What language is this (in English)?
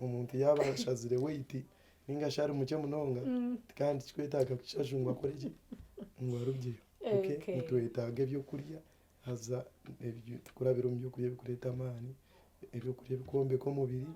Nyankole